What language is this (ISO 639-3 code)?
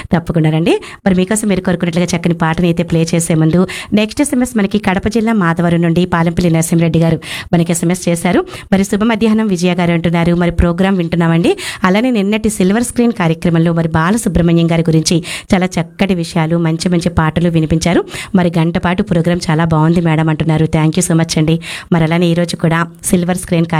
tel